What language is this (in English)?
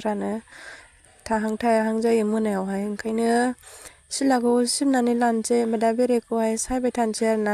Bodo